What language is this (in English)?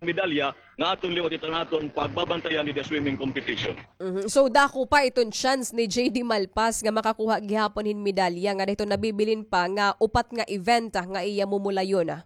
Waray